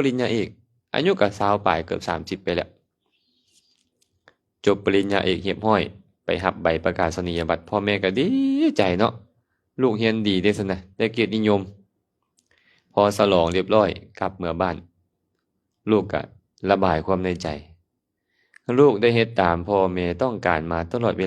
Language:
Lao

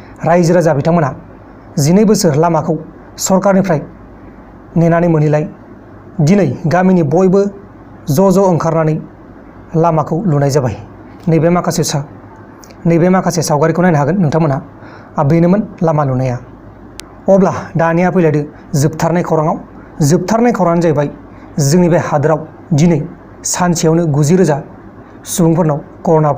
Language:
Bodo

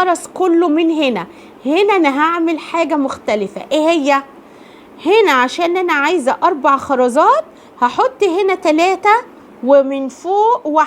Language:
Egyptian Arabic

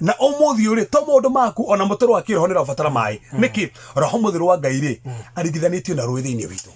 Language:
Kikuyu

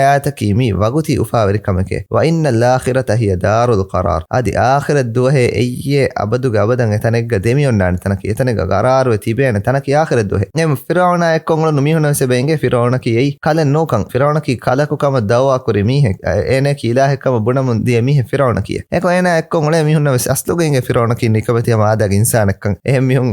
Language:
Divehi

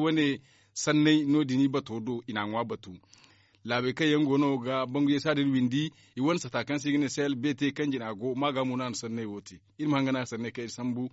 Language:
Zarma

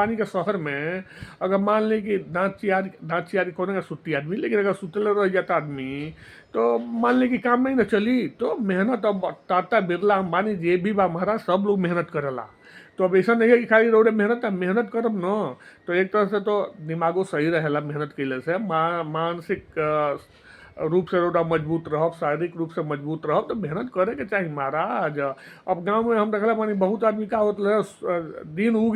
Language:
Bhojpuri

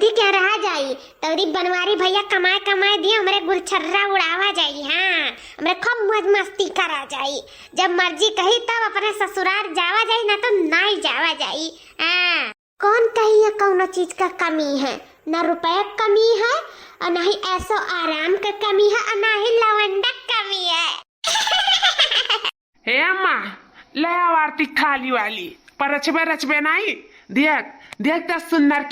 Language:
Awadhi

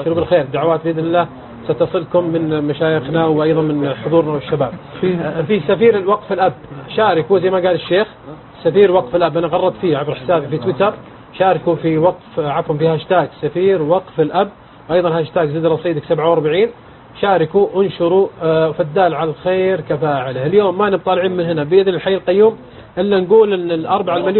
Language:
Arabic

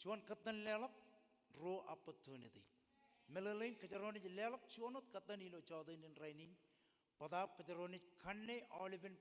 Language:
Marshallese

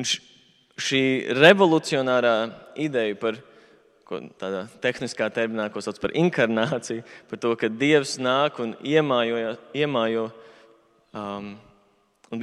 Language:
Latvian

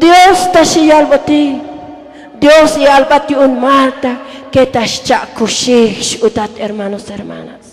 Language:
Tzotzil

